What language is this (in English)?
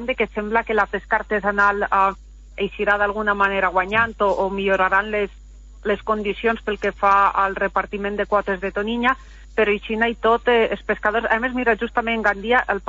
Catalan